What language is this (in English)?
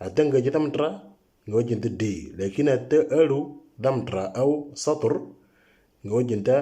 Moro